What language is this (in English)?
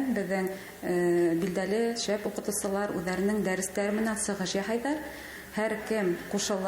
Bashkir